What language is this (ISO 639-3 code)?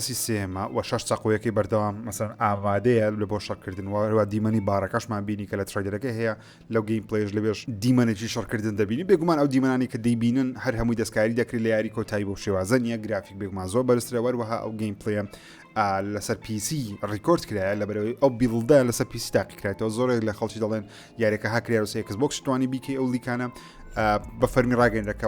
ckb